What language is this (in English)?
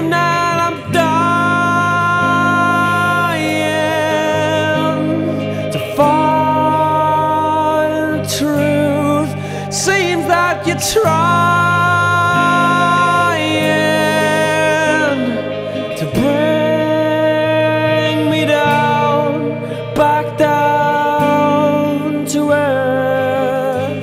English